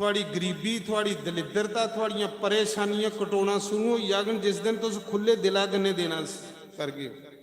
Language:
Dogri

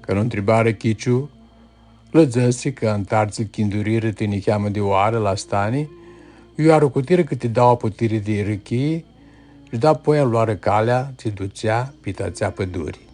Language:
Aromanian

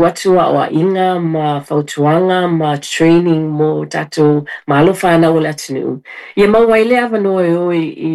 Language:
Samoan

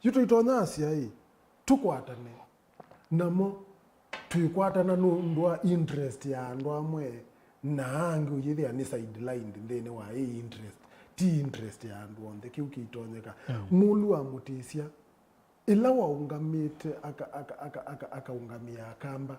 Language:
Kamba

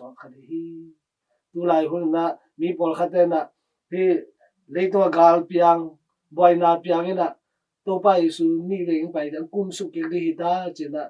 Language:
Tedim Chin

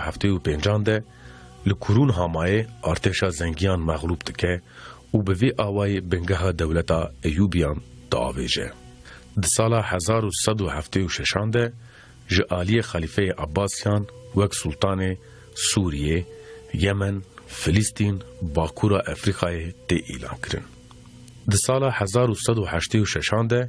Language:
Kurdish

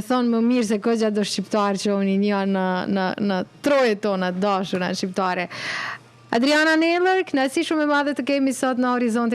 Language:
Albanian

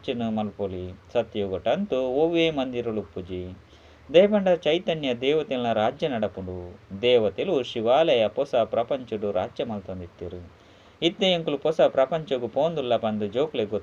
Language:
Tulu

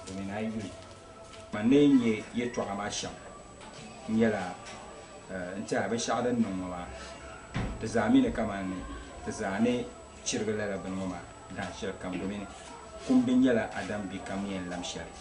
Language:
Dagbani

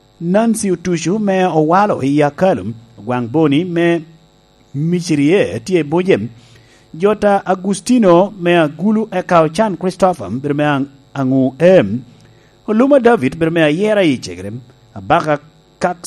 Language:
Lango (Uganda)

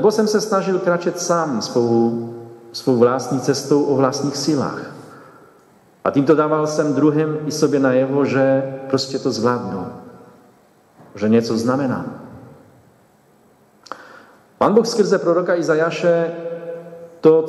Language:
Czech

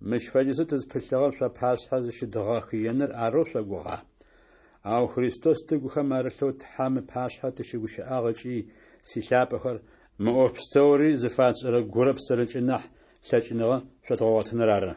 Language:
Adyghe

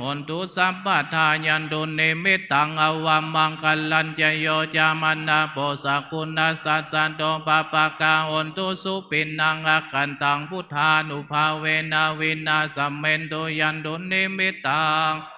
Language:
Pali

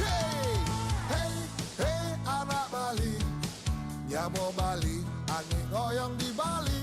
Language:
Balinese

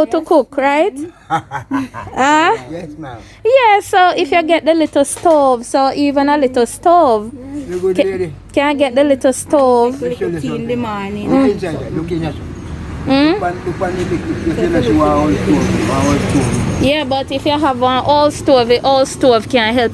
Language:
Jamaican Creole English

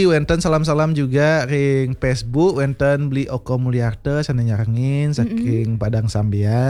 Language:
Balinese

